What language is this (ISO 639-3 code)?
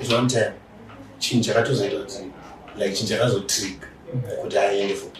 sna